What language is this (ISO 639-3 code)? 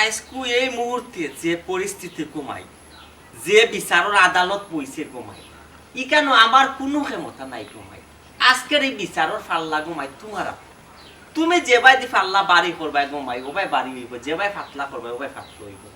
syl